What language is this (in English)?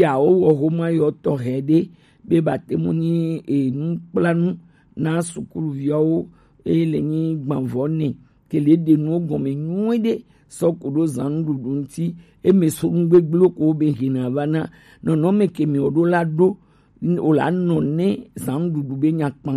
Gen